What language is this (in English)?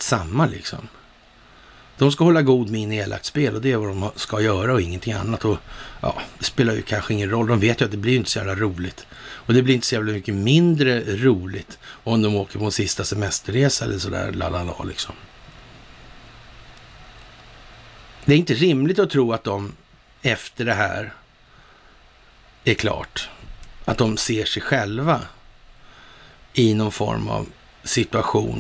Swedish